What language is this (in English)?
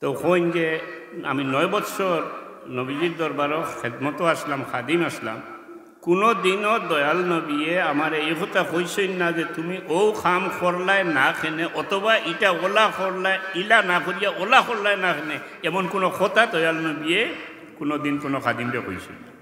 Sylheti